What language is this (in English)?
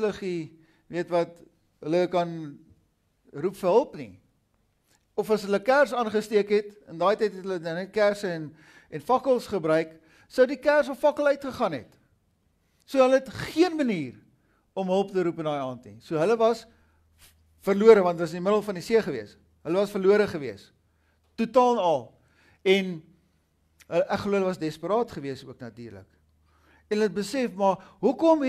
Afrikaans